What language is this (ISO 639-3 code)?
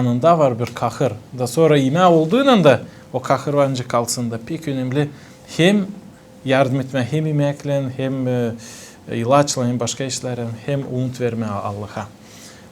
gag